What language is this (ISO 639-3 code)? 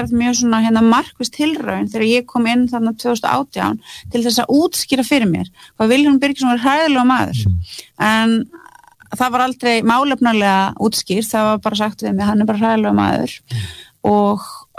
isl